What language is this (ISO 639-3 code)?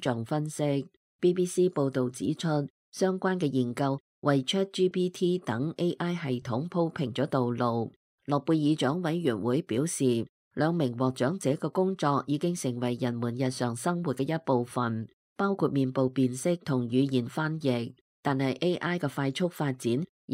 yue